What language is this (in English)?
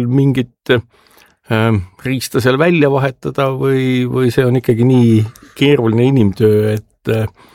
Estonian